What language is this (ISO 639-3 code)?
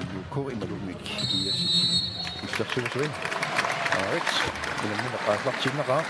kal